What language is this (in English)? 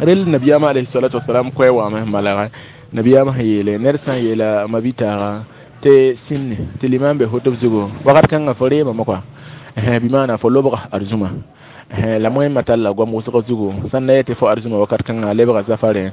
Mossi